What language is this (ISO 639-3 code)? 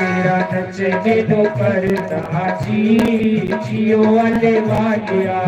doi